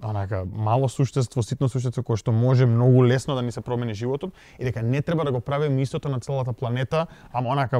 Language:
Macedonian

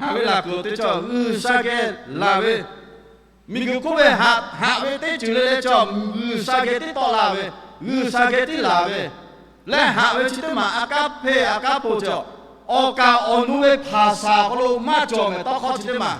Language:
Lahu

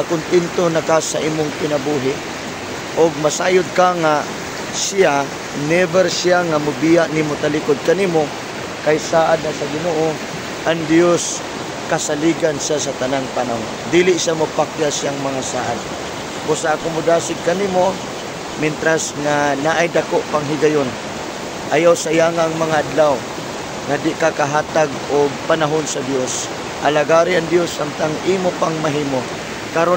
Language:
Cebuano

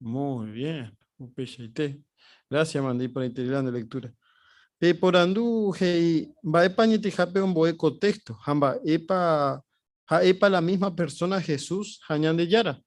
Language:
Guarani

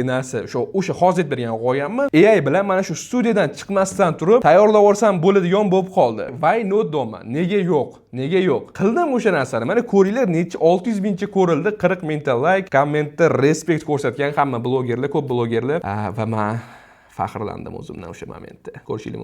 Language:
Uzbek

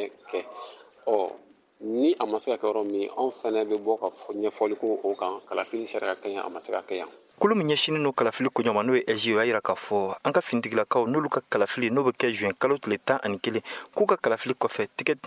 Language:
Bambara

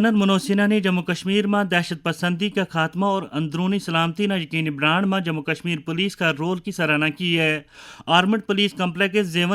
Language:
Gujari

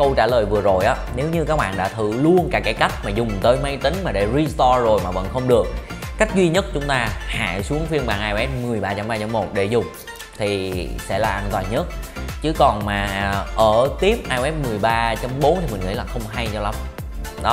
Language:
Vietnamese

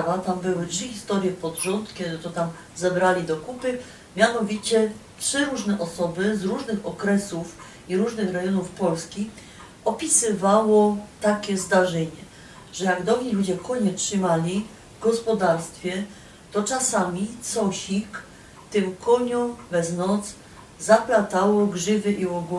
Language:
Silesian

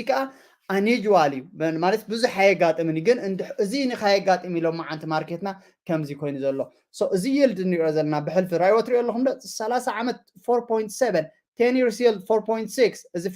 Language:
Tigrinya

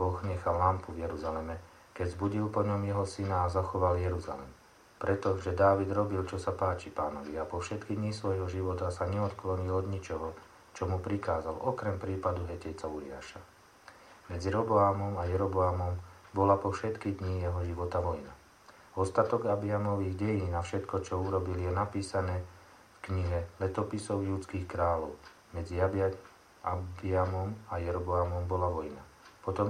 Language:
Slovak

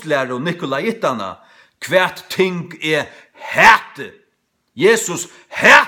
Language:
Faroese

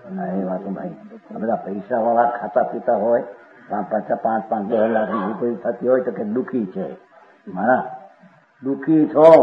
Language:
Gujarati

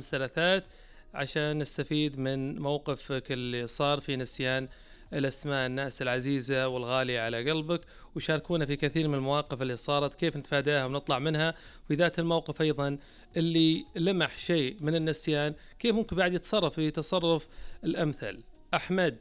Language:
Najdi Arabic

